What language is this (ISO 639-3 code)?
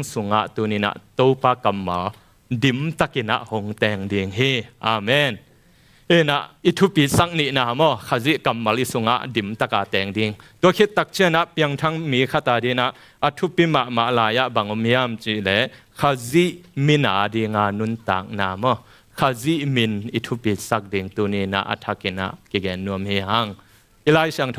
ctd